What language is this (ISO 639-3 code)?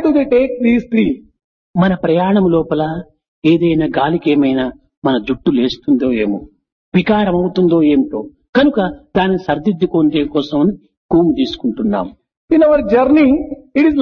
tel